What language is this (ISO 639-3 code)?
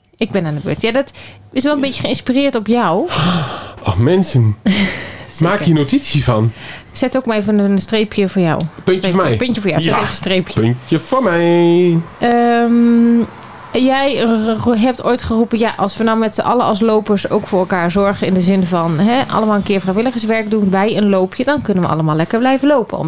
nld